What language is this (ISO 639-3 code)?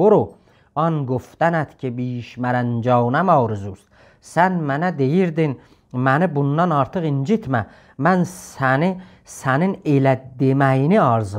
azb